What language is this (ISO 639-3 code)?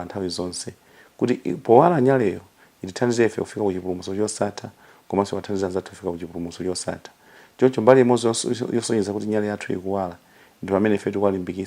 nya